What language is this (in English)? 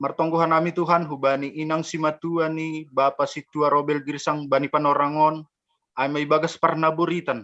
Batak Simalungun